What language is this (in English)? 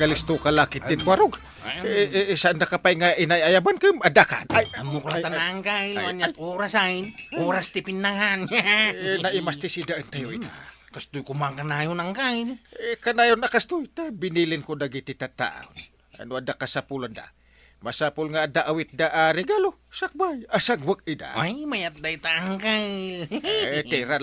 Iloko